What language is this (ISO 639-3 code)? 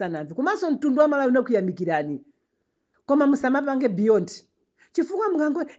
nya